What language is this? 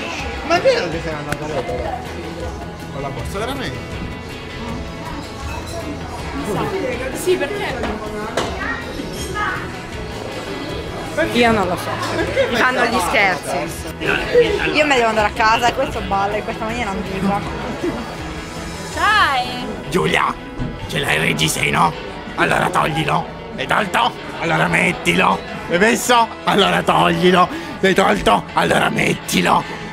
Italian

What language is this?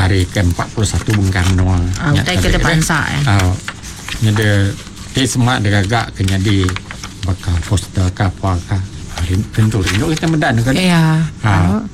Iban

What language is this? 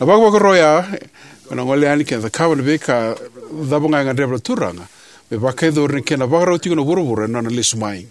Fijian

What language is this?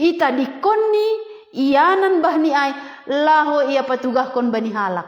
Batak Simalungun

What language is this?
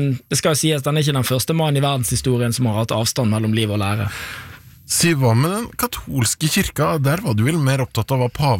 Norwegian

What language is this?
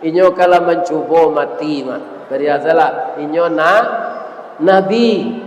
Minangkabau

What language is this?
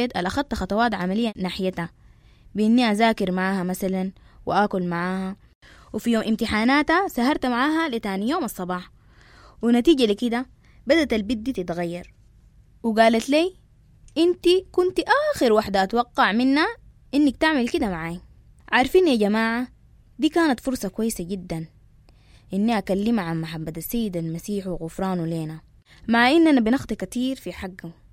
Sudanese Arabic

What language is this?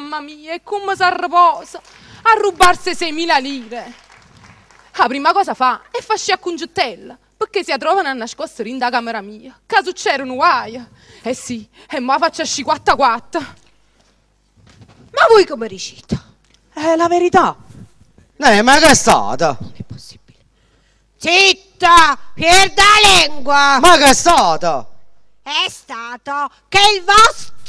Neapolitan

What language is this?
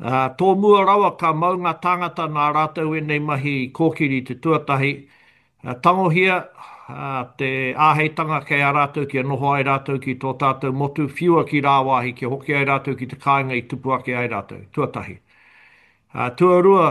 Māori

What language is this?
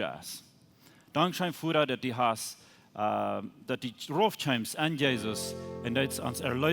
Plautdietsch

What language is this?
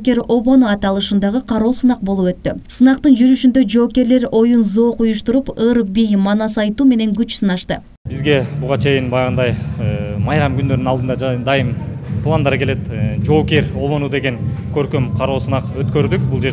Kyrgyz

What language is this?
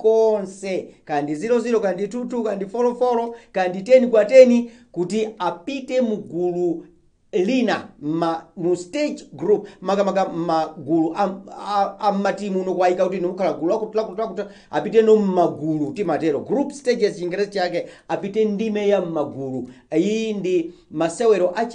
Nyanja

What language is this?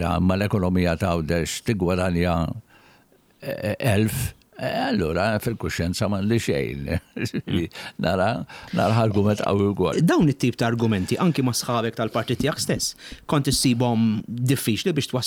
Maltese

